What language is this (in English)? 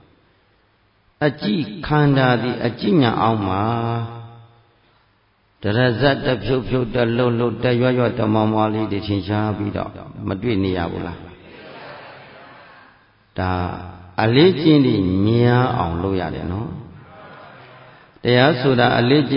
Burmese